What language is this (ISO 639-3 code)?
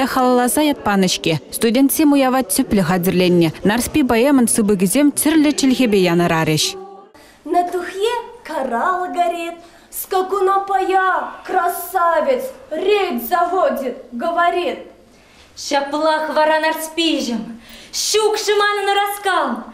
chv